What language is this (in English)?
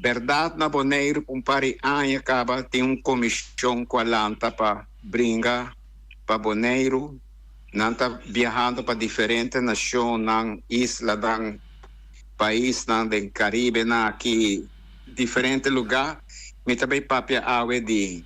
Papiamento